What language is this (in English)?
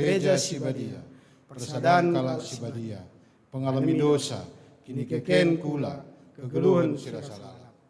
Batak Karo